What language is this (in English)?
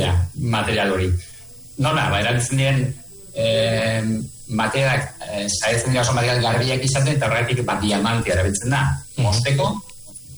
Basque